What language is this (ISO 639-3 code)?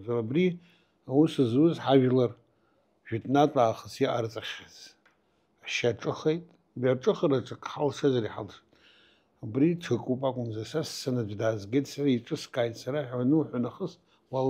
abk